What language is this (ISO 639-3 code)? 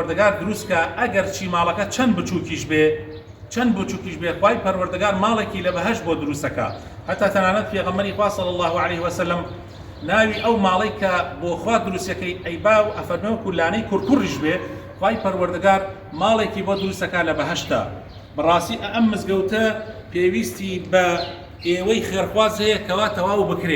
ckb